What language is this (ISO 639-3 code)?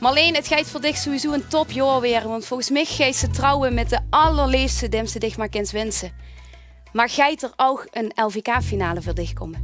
lim